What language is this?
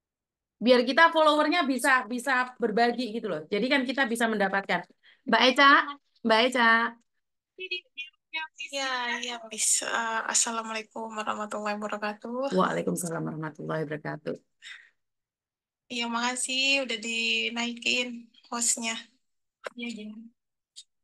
Indonesian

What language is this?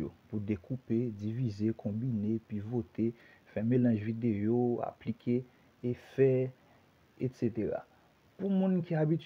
Haitian Creole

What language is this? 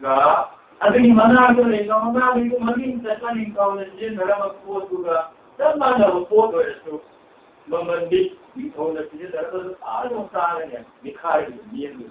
Manipuri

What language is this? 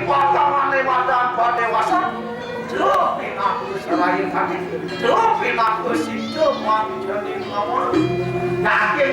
Balinese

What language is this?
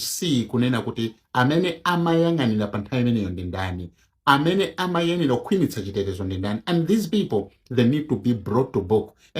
Nyanja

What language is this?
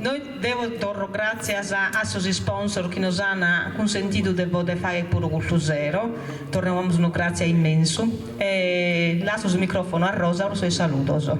Sardinian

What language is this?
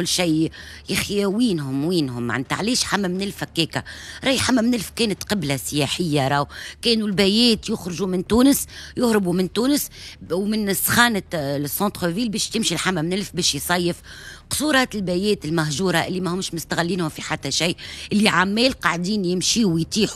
Tunisian Arabic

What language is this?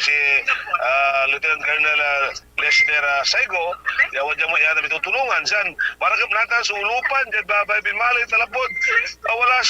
Pangasinan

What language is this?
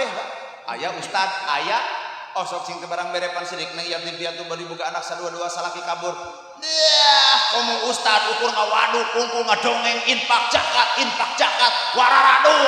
Sundanese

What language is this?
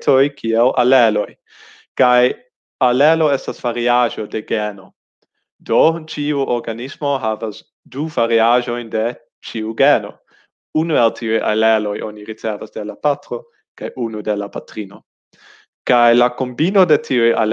Esperanto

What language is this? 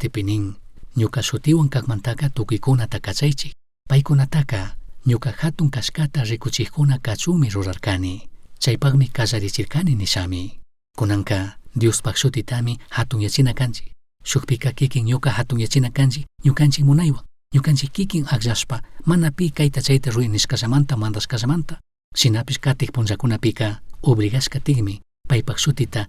Chimborazo Highland Quichua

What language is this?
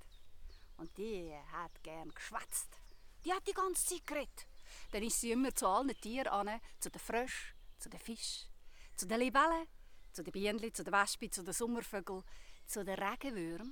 Swiss German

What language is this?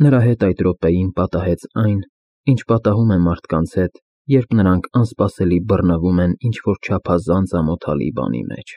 Armenian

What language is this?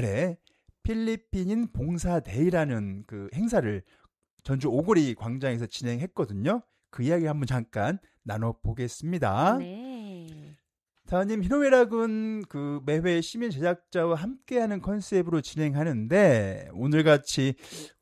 Korean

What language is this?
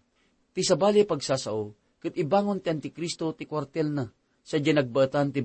Iloko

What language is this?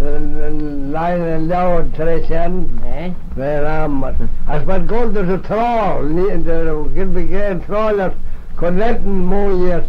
Manx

